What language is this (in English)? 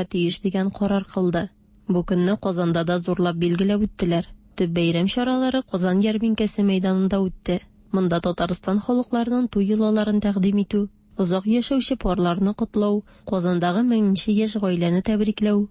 Tatar